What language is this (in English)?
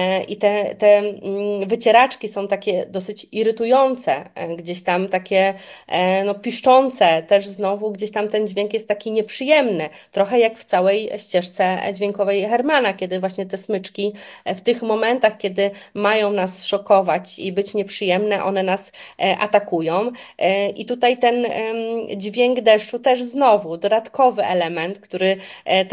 Polish